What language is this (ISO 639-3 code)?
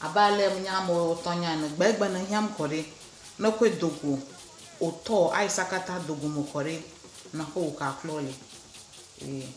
ewe